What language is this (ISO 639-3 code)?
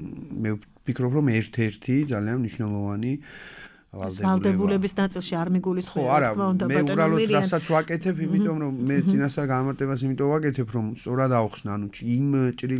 kat